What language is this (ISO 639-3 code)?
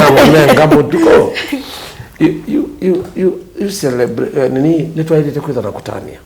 kam